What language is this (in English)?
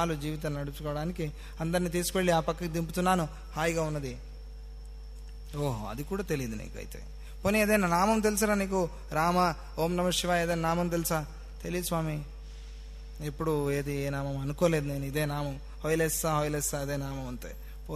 Telugu